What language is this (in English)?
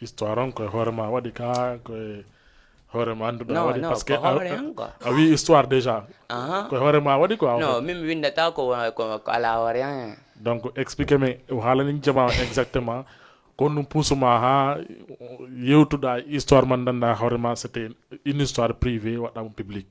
Fula